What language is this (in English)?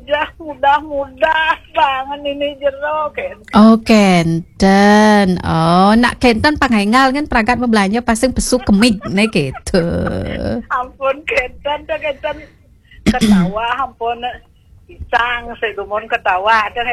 Balinese